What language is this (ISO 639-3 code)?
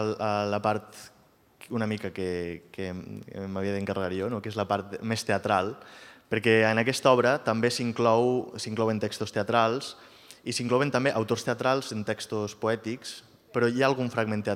cat